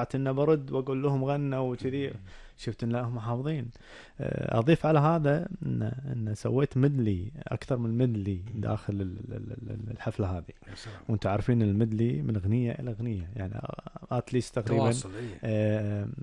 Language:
Gulf Arabic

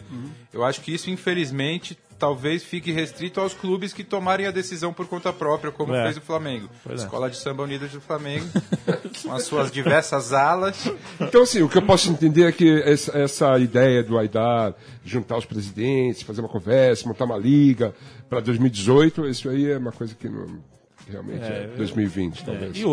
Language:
Portuguese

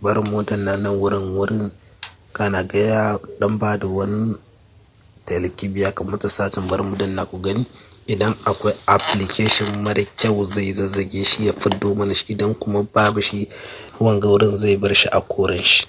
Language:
Hausa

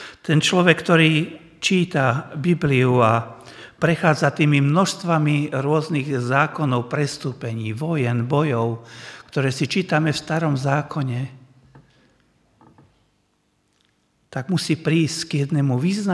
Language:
Slovak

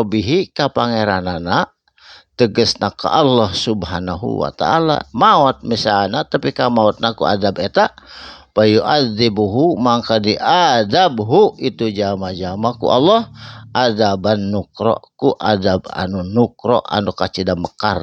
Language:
Sundanese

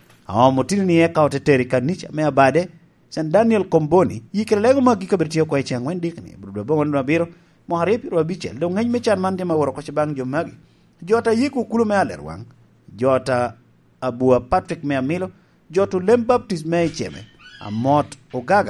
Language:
Lango (Uganda)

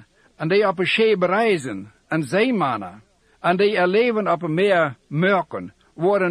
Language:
Dutch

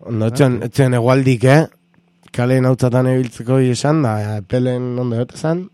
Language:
Basque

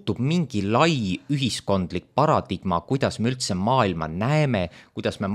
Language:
Estonian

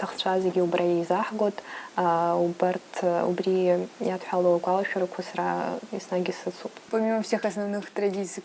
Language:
Abkhazian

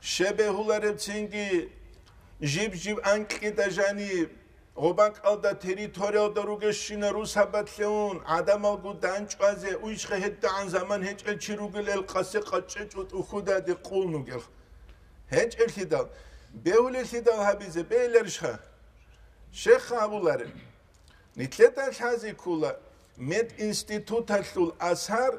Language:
Avaric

